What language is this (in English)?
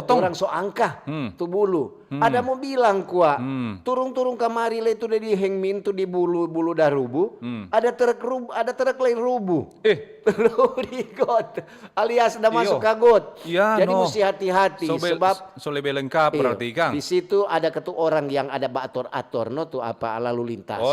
Manado Malay